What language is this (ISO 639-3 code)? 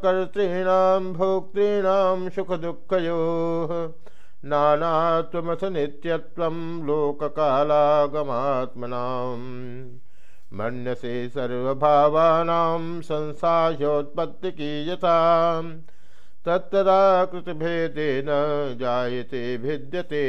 san